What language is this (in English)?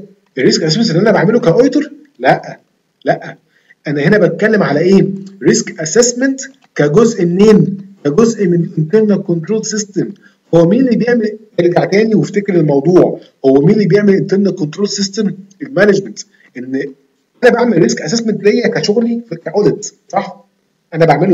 Egyptian Arabic